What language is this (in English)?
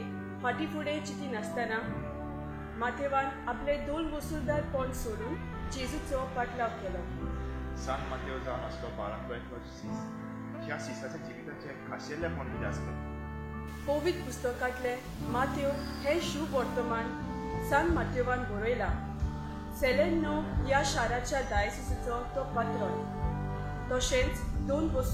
Konkani